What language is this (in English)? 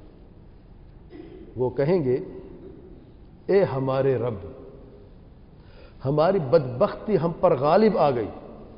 Urdu